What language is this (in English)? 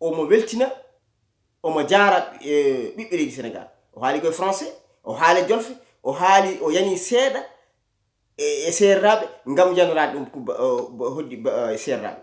Fula